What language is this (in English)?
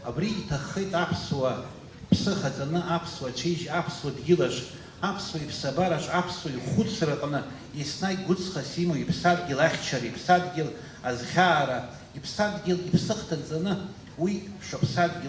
Abkhazian